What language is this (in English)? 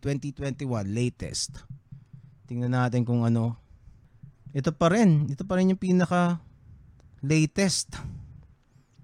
Filipino